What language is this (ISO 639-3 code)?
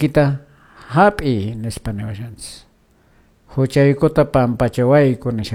que